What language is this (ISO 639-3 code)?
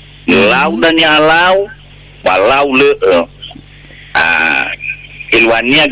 nia